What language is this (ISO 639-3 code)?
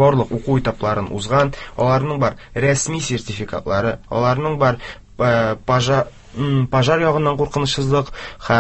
tat